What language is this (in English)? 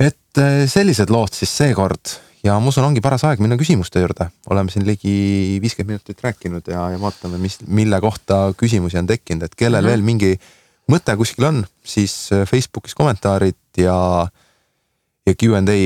Estonian